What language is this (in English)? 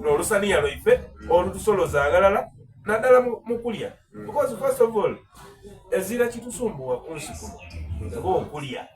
Soga